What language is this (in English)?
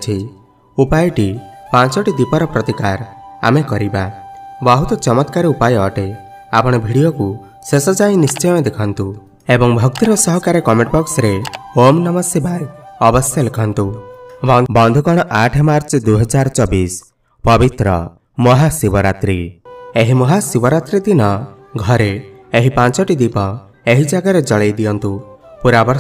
Odia